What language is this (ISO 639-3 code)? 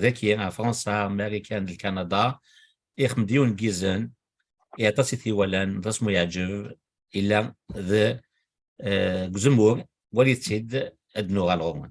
kab